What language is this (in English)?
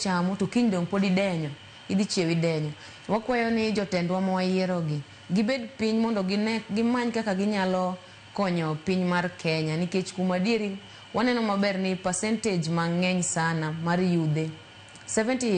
Luo (Kenya and Tanzania)